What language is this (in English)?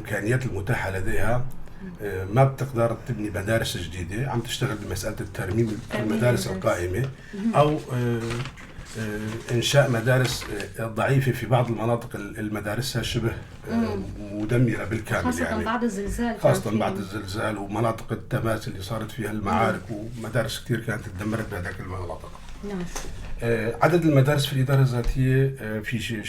North Levantine Arabic